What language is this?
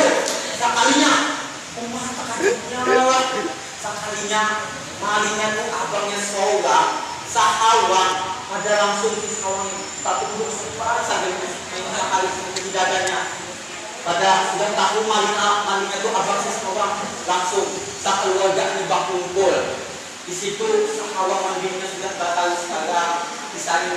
Banjar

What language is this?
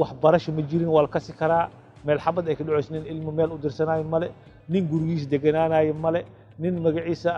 Somali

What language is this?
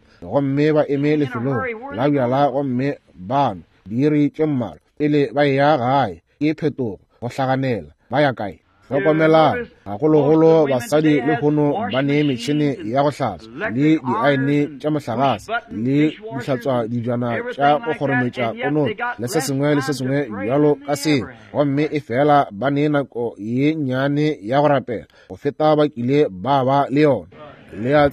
Northern Sotho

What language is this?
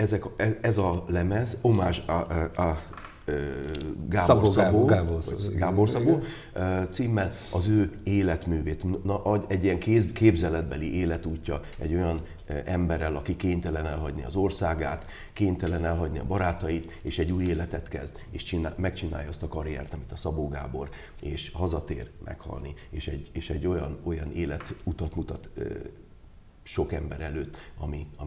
Hungarian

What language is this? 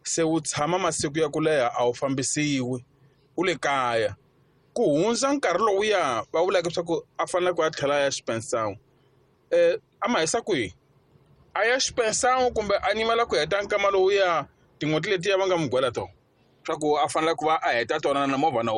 Tsonga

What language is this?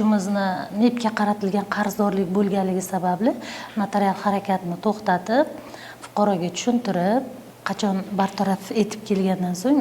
Uzbek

